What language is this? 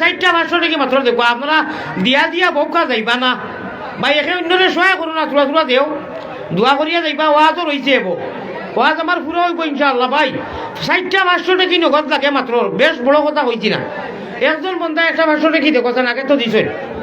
Sylheti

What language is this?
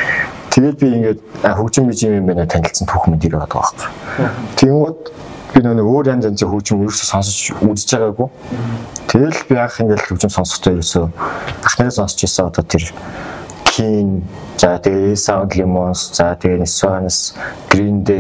Mongolian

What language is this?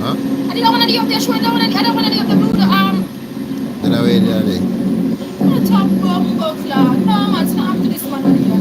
Jamaican Creole English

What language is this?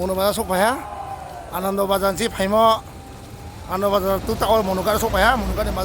Riang (India)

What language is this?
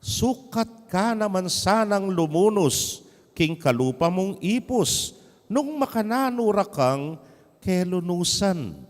Pampanga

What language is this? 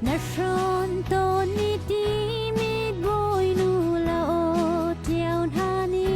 Hakha Chin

